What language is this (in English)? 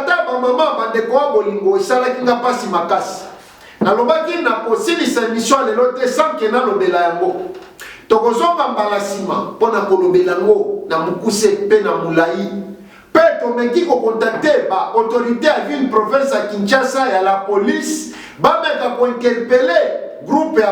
Lingala